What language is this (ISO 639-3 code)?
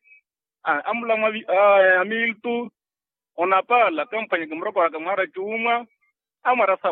vmw